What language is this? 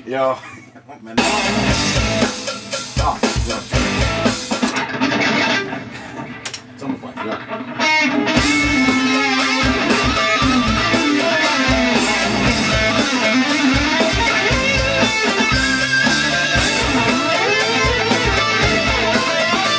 Finnish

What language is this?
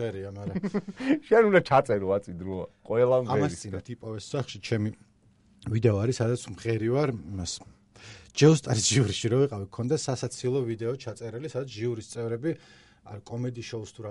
Georgian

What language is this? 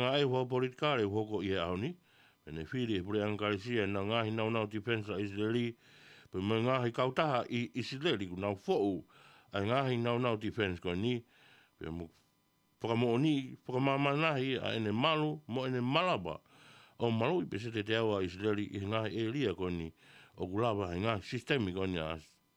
Tongan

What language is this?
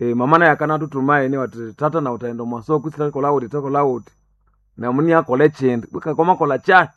Nande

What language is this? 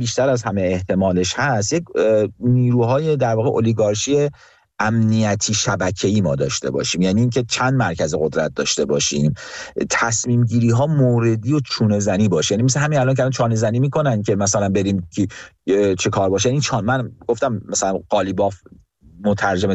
Persian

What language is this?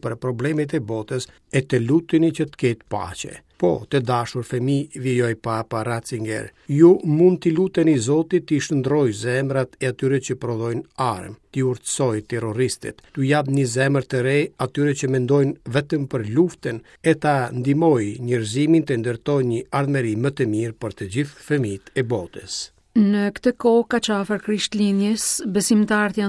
Albanian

